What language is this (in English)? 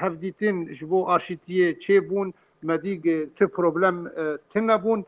Kurdish